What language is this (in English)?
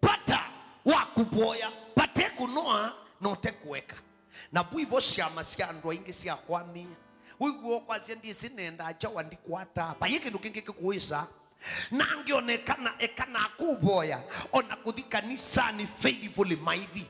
Kamba